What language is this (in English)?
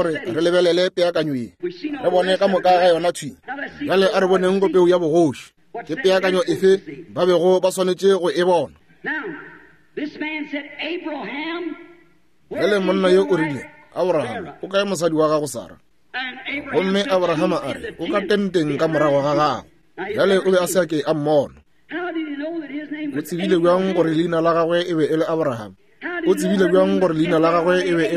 Northern Sotho